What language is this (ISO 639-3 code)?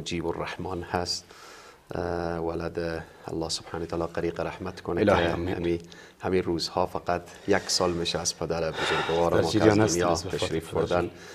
fas